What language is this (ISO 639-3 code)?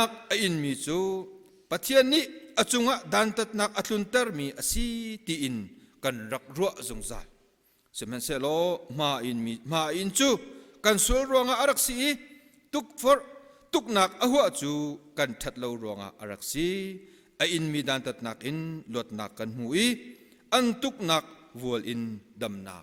cnh